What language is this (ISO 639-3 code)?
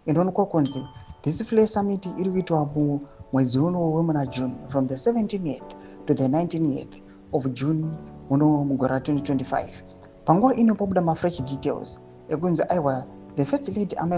sna